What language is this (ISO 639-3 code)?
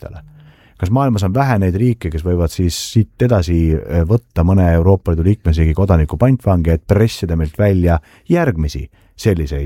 est